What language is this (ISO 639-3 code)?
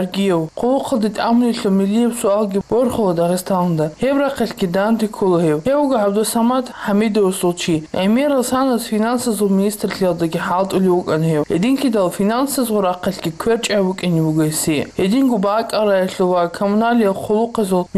ava